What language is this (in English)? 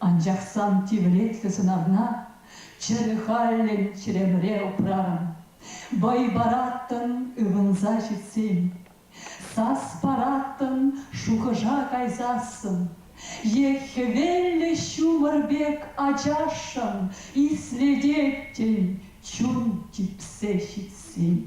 Chuvash